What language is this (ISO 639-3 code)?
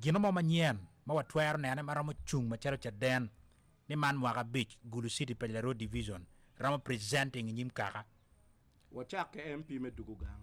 ach